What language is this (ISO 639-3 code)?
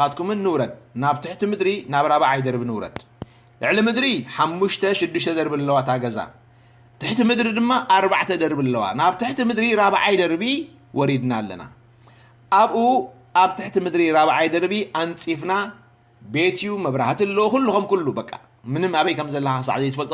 tir